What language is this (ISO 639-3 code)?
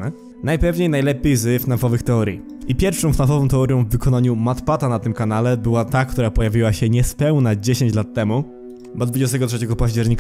pol